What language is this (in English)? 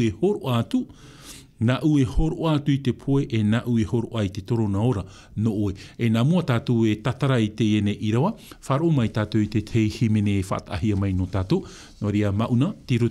Tahitian